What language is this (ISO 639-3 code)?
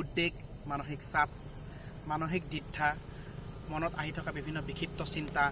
asm